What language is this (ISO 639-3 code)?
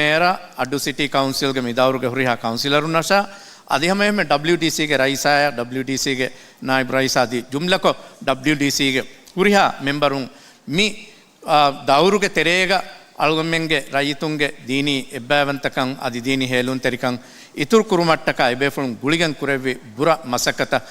div